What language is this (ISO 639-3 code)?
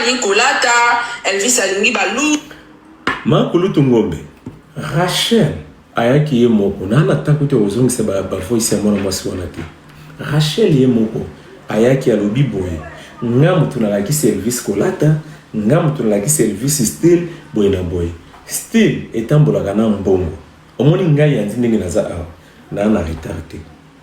lin